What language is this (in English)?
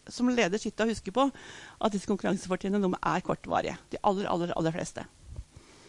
Norwegian